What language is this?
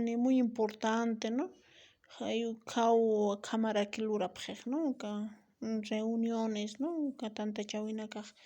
Aymara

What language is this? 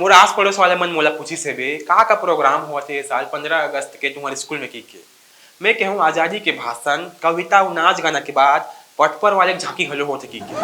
Chhattisgarhi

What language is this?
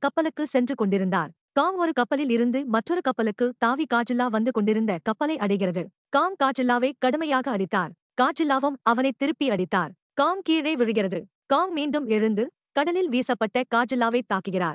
Tamil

